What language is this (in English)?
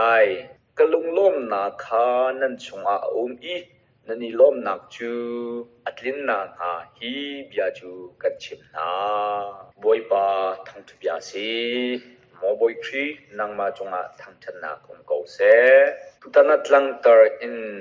Hakha Chin